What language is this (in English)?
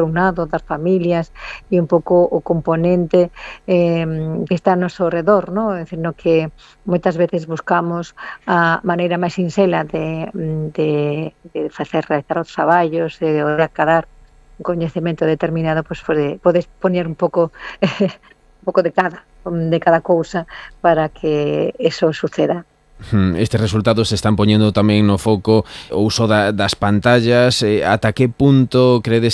Galician